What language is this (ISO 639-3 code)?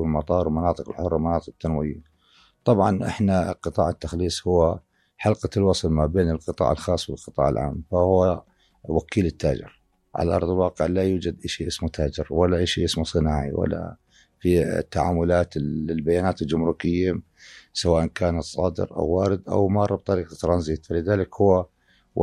apc